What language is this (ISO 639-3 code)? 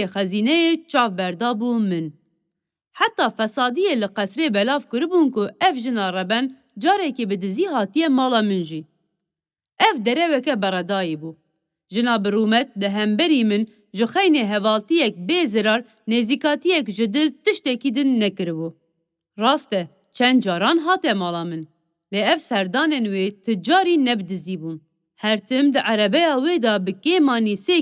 kur